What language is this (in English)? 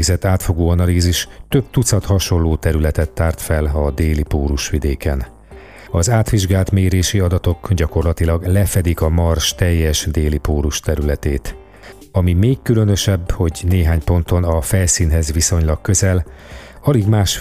Hungarian